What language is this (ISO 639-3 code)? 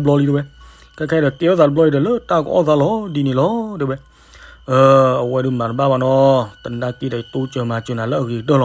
ksw